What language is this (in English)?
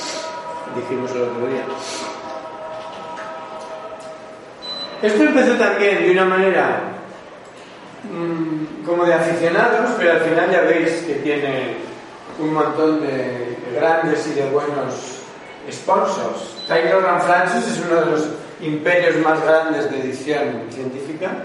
Spanish